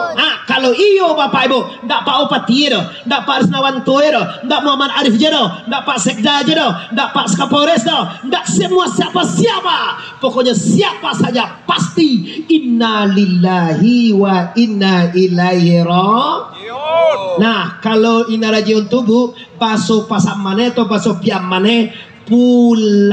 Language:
Minangkabau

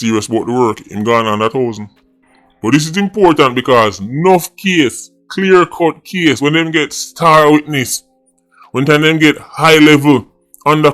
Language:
Jamaican Creole English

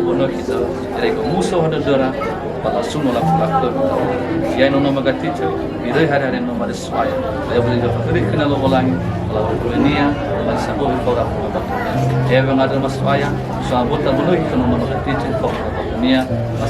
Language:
Nias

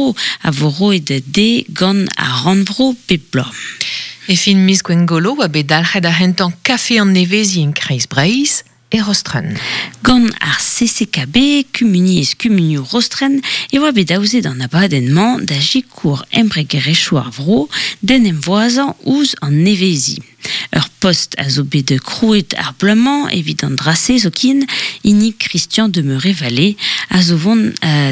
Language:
Breton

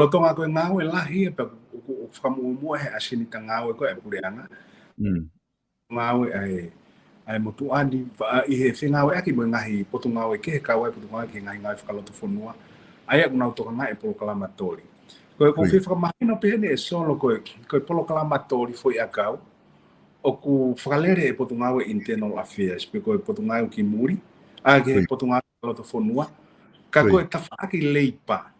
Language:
Tongan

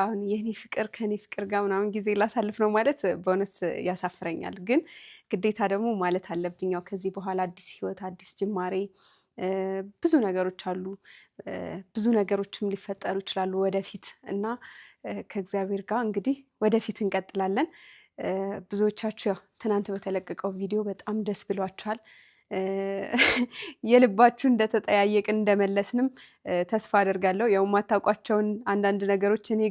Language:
Amharic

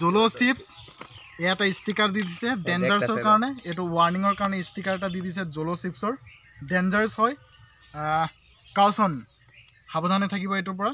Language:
Assamese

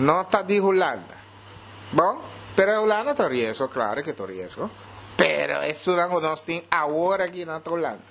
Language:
Papiamento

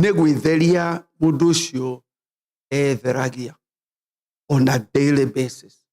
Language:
Kikuyu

